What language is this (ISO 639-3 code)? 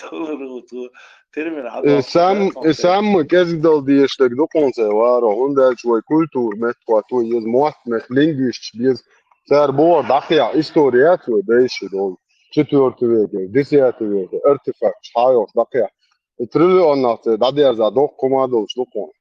che